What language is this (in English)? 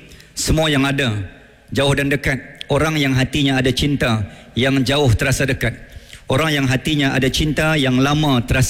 Malay